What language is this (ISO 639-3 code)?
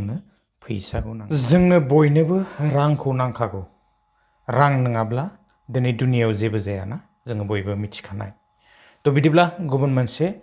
brx